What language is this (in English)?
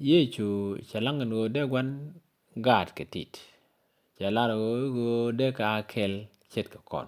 Nuer